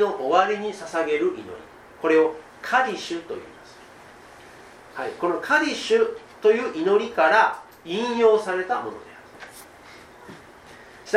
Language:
Japanese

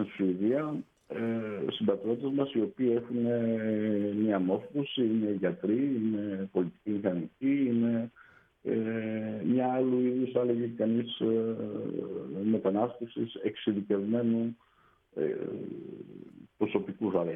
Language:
Greek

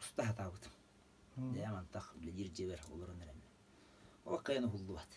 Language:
Yakut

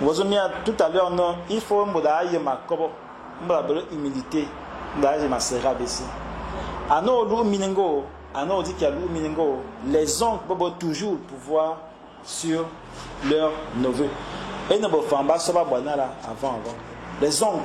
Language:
Fang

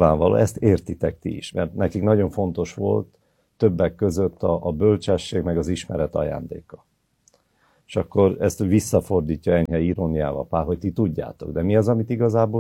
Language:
Hungarian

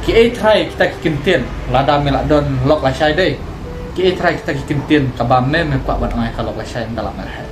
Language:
Khasi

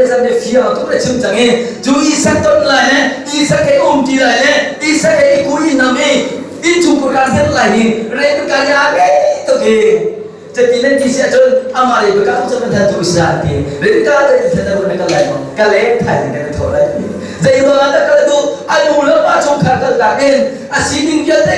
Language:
Hakha Chin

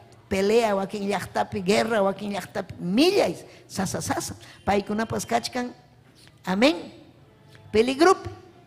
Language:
Ayacucho Quechua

